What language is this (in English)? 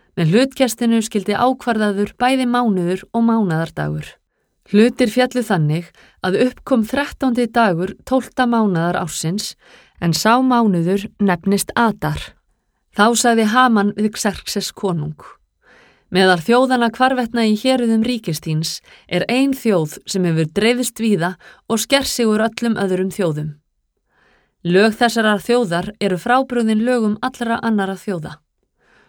Icelandic